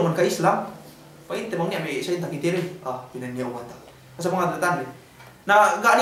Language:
Yakan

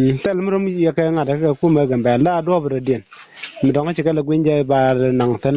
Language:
Nuer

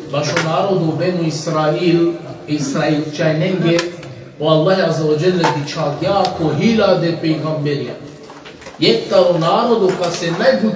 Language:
Balkan Romani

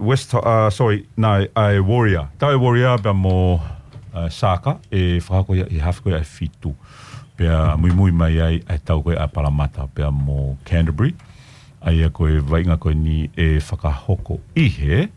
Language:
Tongan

